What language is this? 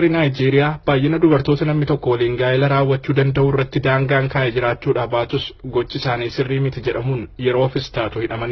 Oromo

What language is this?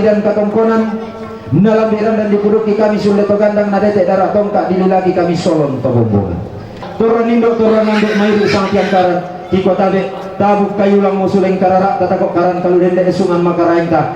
Toraja-Sa'dan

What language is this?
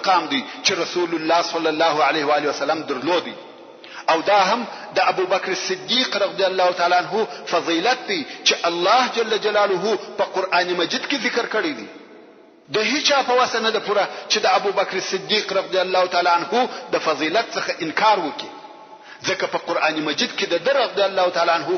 Pashto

